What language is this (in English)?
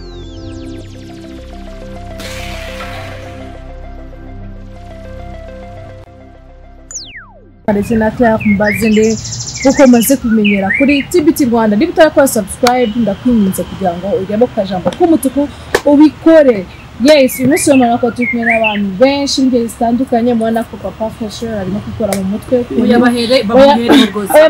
Kinyarwanda